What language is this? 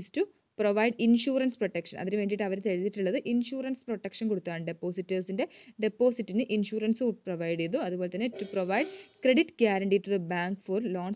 Malayalam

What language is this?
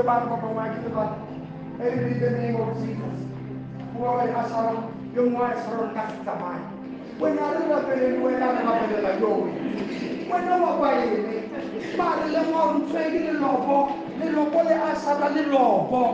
Southern Sotho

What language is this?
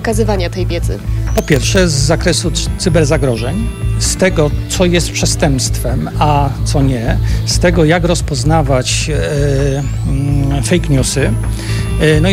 Polish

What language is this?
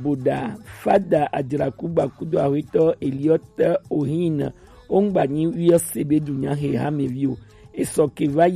Gen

